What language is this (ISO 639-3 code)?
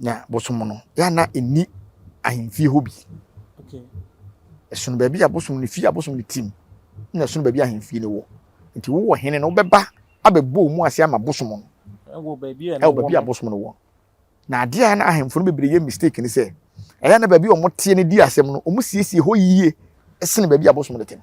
aka